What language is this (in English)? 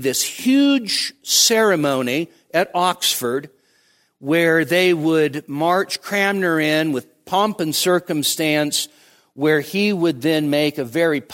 English